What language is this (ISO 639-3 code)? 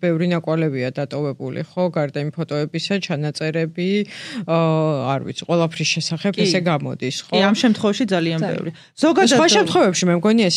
kat